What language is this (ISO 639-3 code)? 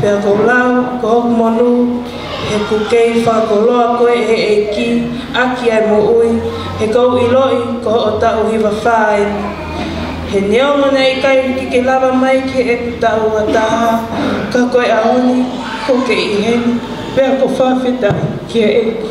ton